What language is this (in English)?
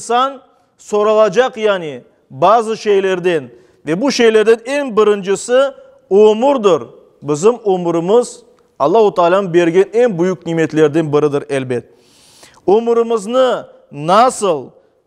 Crimean Tatar